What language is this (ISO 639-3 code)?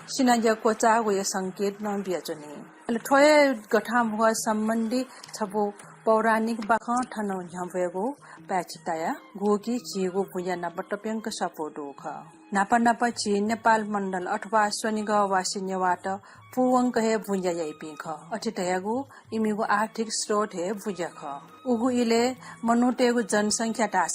new